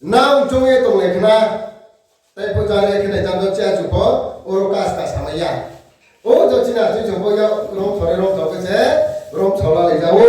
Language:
Riang (India)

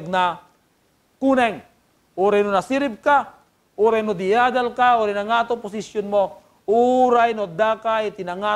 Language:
Iloko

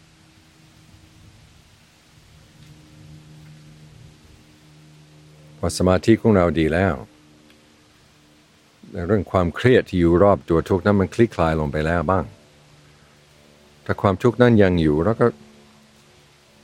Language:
Thai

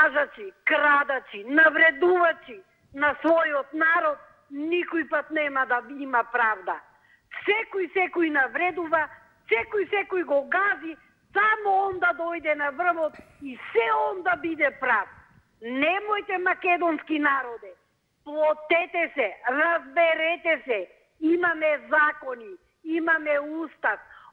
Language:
Macedonian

